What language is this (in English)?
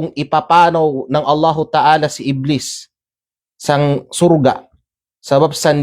Kalagan